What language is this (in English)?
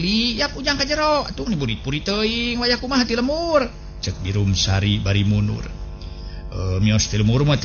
Sundanese